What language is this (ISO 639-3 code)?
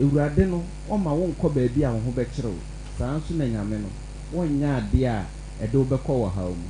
aka